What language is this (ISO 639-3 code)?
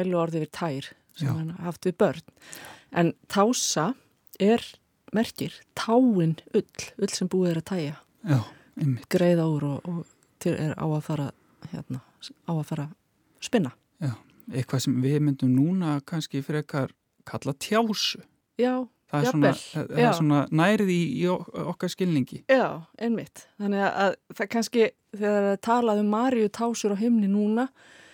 isl